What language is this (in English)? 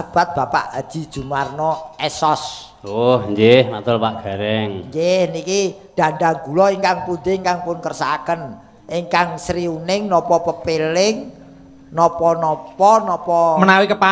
Javanese